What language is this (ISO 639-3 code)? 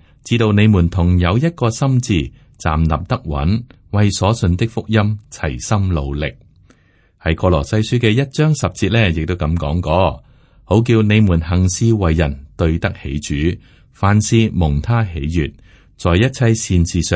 yue